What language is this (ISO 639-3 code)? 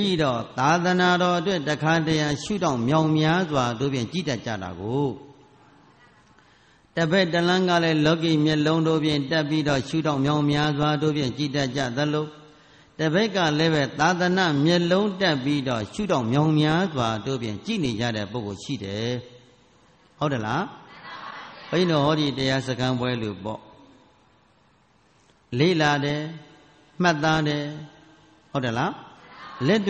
mya